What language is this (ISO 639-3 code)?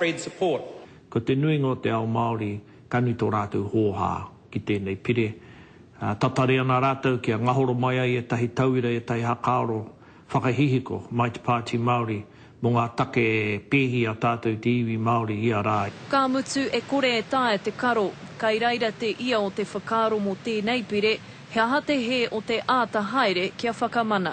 mri